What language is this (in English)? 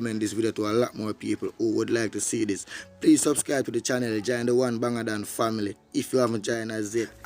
Jamaican Creole English